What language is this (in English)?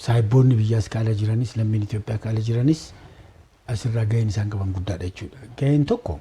Oromo